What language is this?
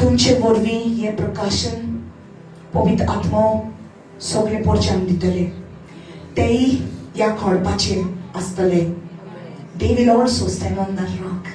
Konkani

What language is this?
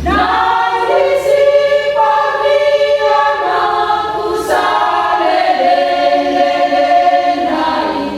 Batak Toba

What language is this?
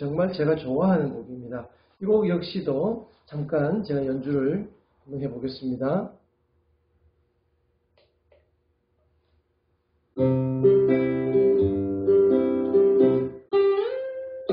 Korean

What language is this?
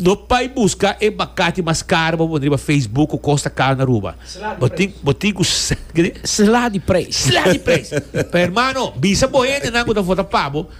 Papiamento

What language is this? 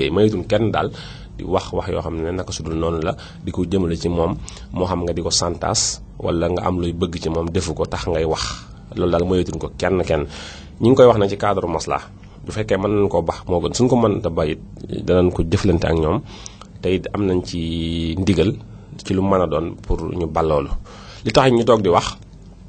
Wolof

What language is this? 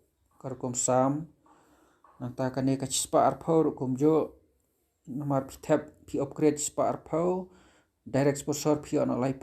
Khasi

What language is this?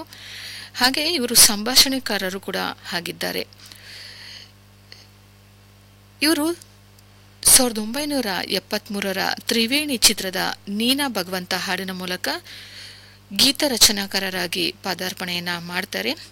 Kannada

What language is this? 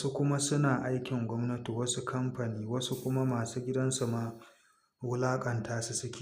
Hausa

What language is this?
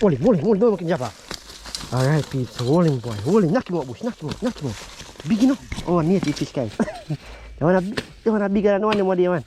Jamaican Creole English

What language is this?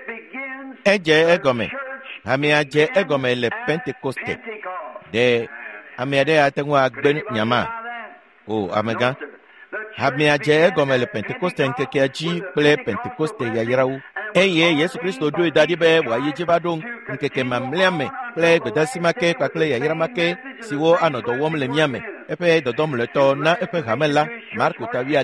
Ewe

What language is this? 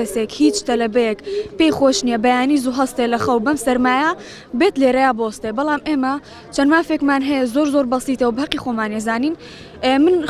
Central Kurdish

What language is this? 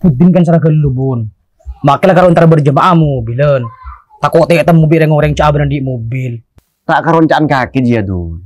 Madurese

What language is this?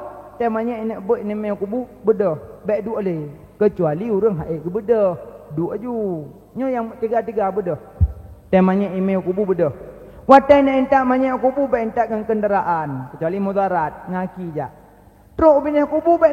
Achinese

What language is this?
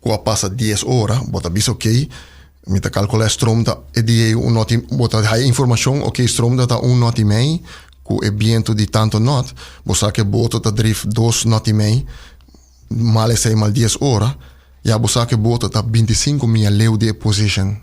Papiamento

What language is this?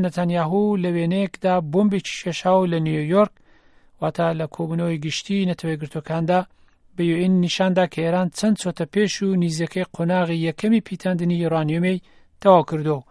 Central Kurdish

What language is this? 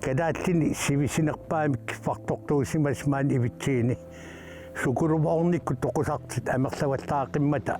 Kalaallisut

